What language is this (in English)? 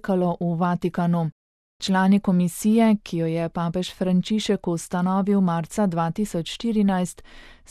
Slovenian